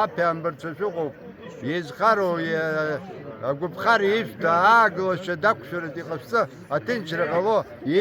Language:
Abkhazian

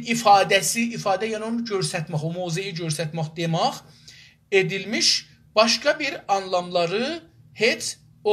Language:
South Azerbaijani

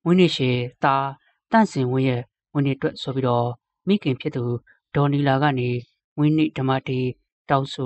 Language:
Burmese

